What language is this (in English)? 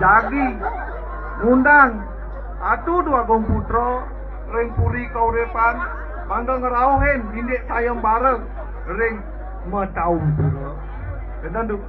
Balinese